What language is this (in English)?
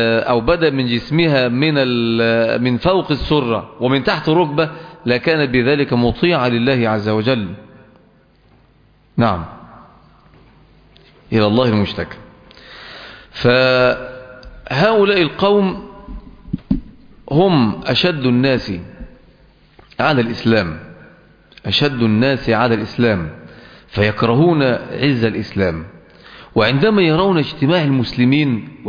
Arabic